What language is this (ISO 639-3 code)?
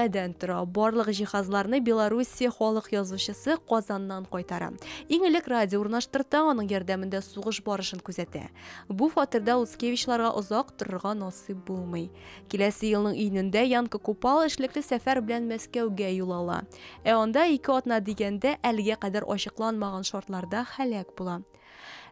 tat